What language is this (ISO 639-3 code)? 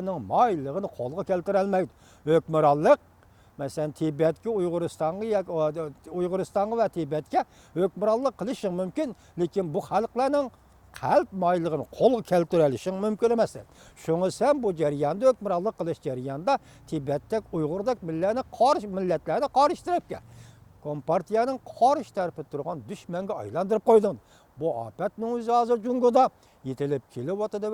uig